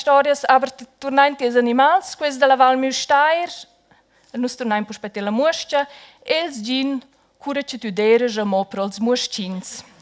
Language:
Romansh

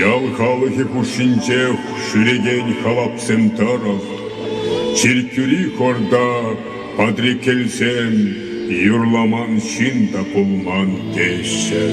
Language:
Chuvash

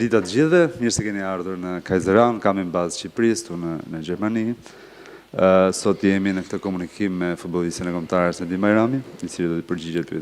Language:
Albanian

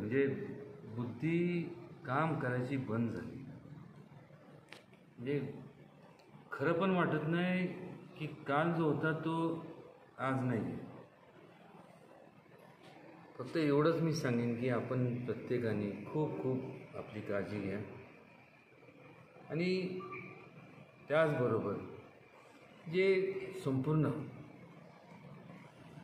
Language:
Marathi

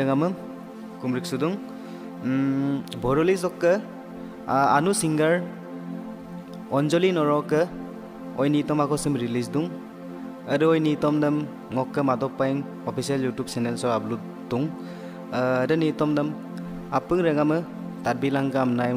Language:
Mising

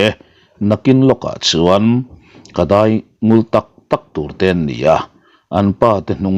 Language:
Mizo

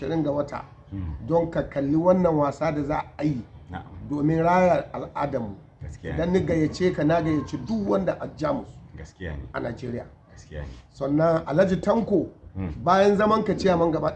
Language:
Hausa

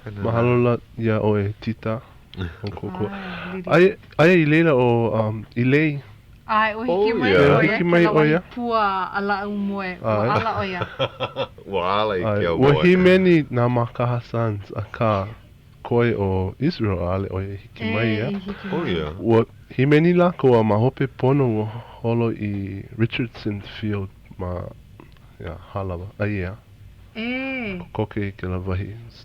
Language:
Hawaiian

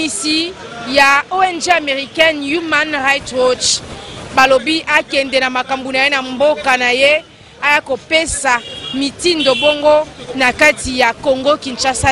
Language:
Lingala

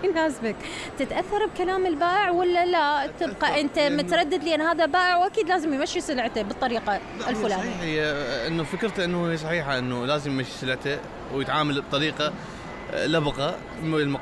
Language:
Mesopotamian Arabic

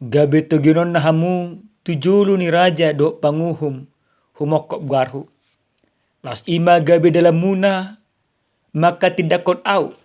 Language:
Batak Toba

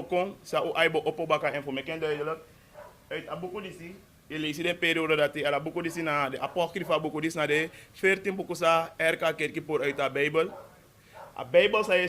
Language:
Sranan Tongo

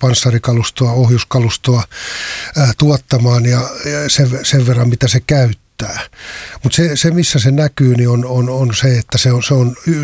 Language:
Finnish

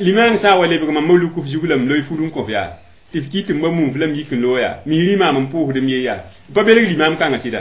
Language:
Mossi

